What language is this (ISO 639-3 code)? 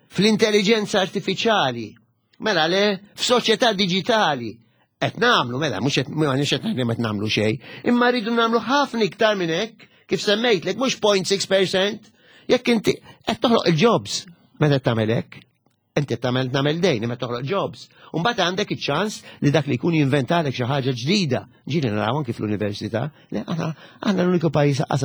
mlt